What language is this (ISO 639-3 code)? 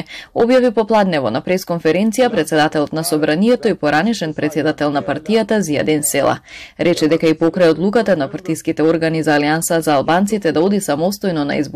mkd